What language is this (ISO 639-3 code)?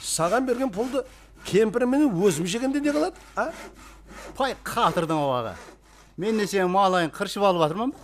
kaa